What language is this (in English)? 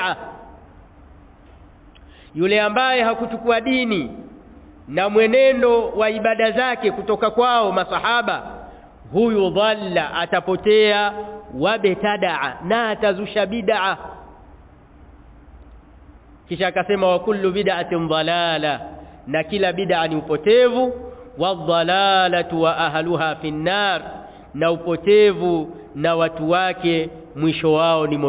Swahili